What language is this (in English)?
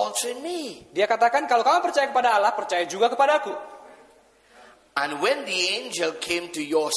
Indonesian